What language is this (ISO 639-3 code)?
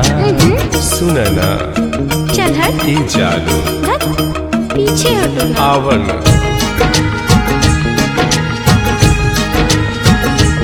bho